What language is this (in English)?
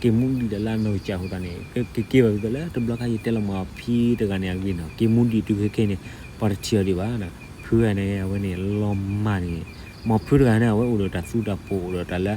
S'gaw Karen